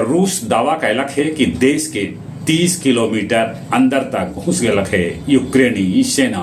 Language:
Magahi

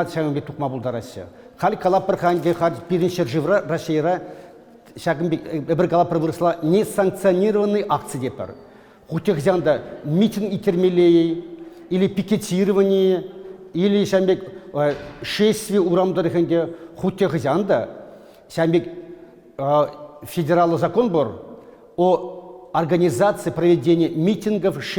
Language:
Chuvash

